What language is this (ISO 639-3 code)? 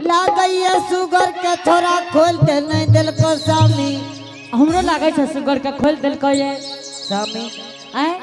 anp